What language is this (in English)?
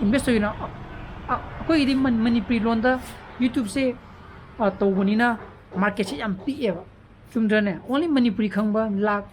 Manipuri